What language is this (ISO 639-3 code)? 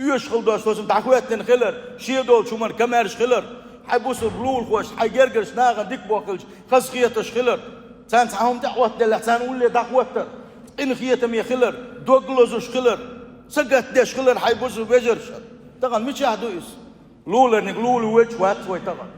che